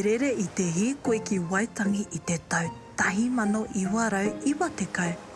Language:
Māori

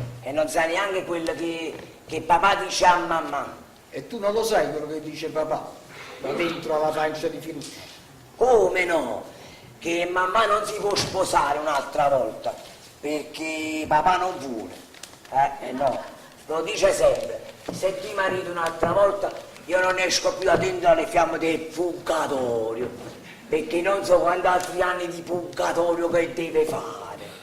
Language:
Neapolitan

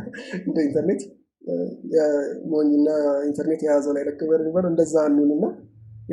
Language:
Amharic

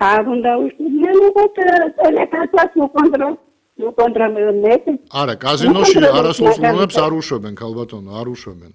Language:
Georgian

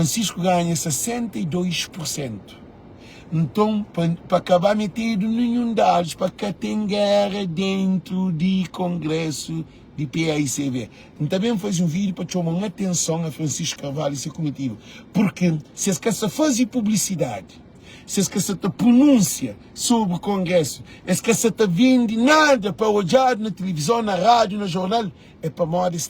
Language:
Kabuverdianu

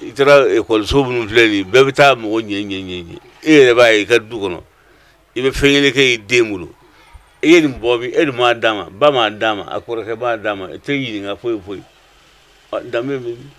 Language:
Bambara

